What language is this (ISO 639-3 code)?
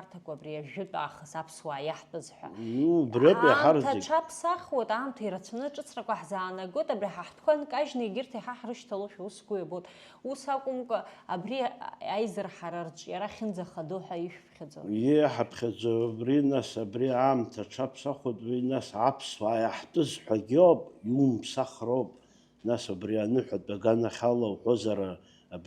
abk